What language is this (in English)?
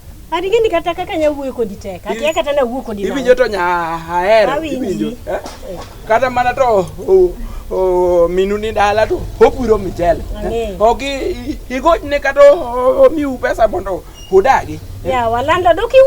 Luo (Kenya and Tanzania)